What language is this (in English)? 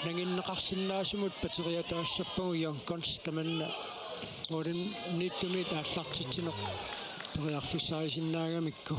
Kalaallisut